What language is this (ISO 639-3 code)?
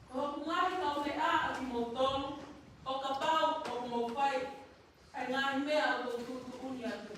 ton